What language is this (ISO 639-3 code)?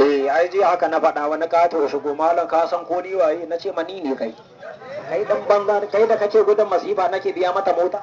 hau